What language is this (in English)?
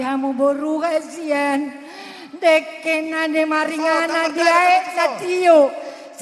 Batak Toba